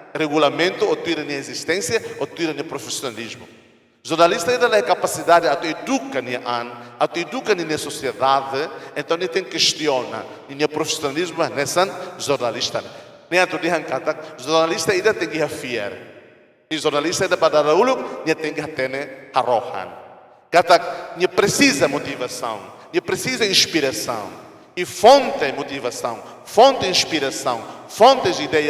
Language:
Tetum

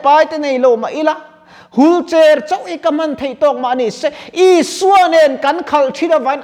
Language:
Mizo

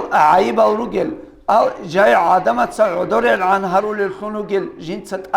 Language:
Avaric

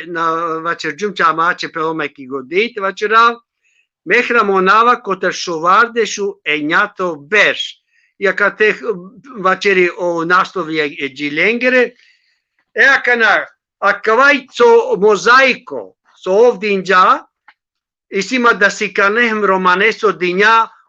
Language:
Balkan Romani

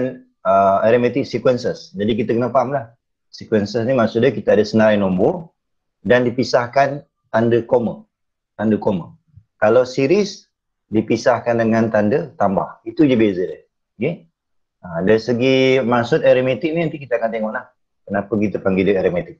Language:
Malay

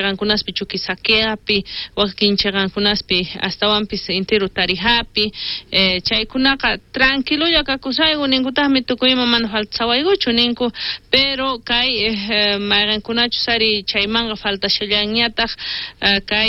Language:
South Bolivian Quechua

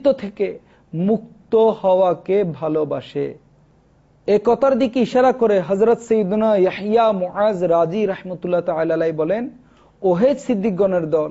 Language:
Bangla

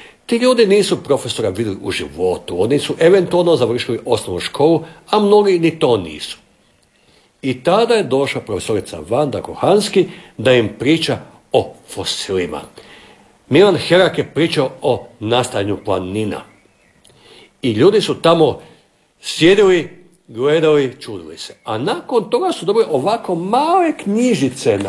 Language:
Croatian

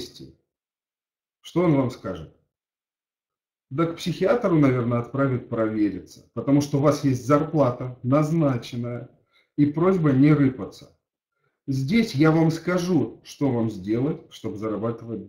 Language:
Russian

